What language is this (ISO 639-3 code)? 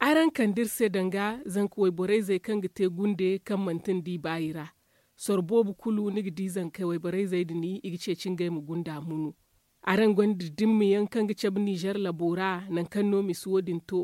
dje